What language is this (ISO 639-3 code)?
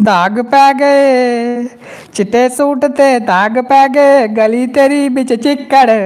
doi